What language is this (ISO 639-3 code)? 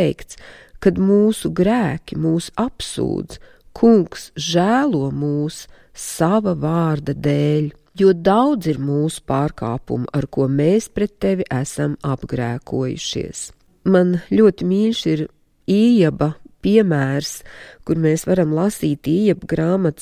lav